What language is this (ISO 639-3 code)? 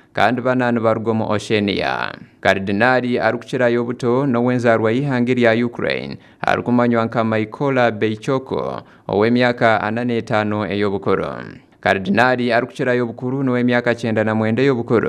nyn